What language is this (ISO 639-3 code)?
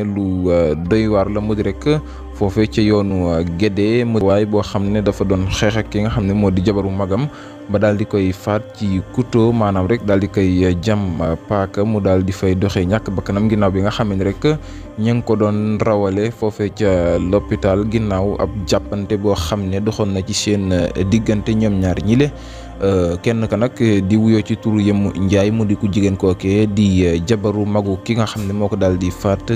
wol